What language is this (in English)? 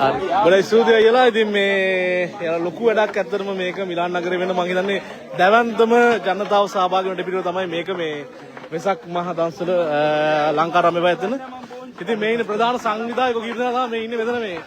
Sinhala